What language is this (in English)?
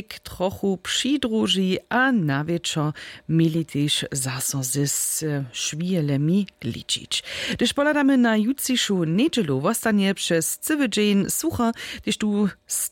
Upper Sorbian